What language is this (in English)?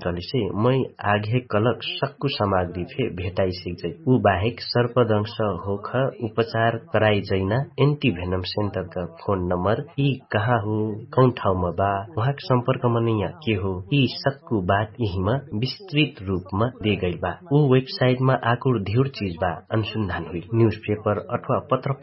Dangaura Tharu